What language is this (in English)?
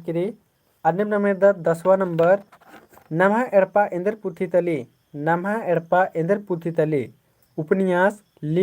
Kurukh